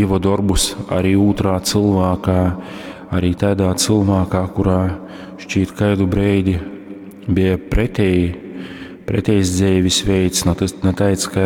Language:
Latgalian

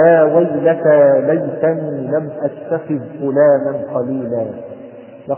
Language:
Arabic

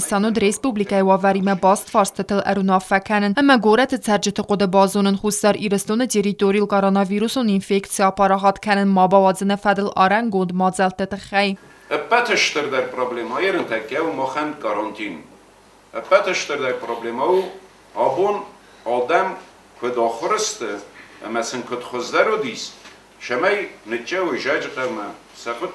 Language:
Ossetic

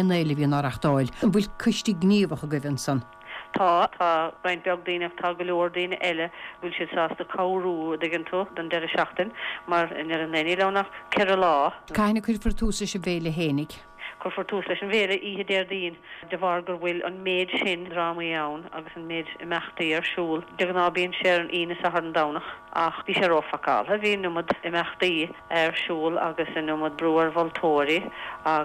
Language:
Irish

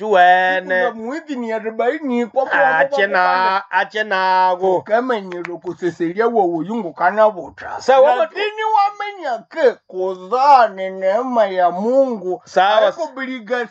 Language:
Nande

